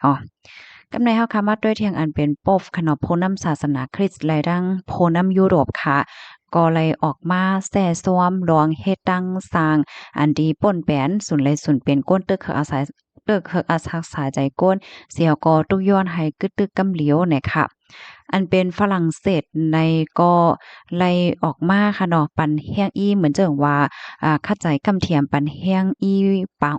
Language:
Shan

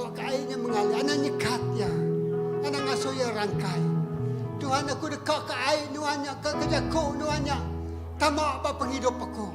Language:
Iban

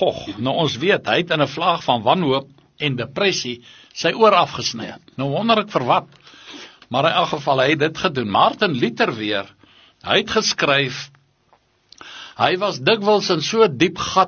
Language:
Afrikaans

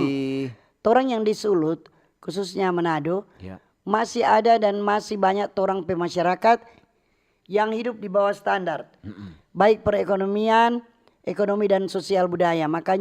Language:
Manado Malay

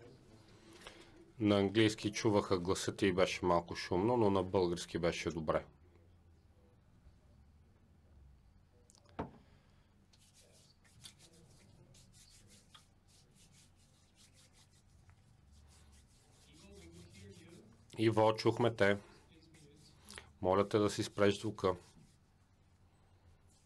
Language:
Bulgarian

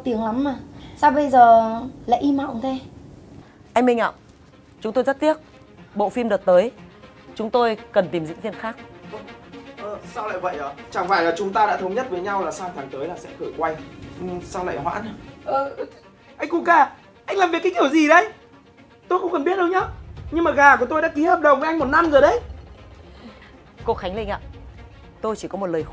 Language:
Vietnamese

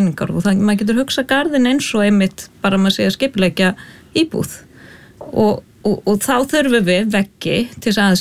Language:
Icelandic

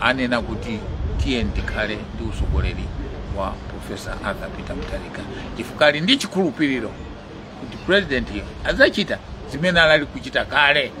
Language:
Nyanja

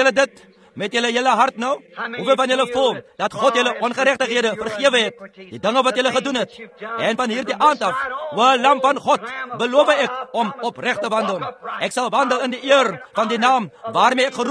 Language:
Afrikaans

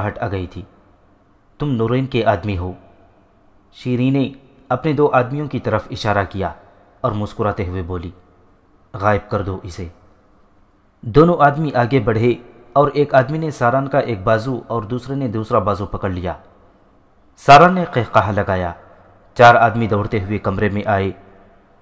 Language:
Urdu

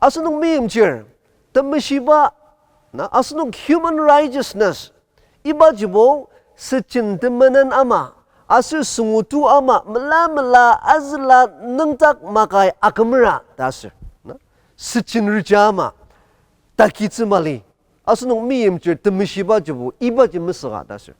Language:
Ao Naga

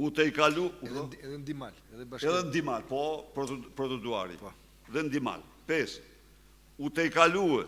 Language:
Albanian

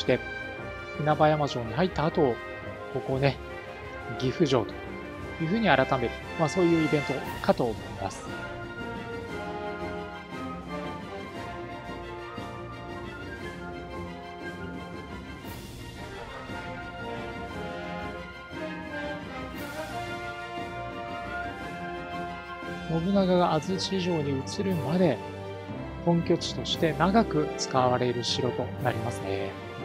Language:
Japanese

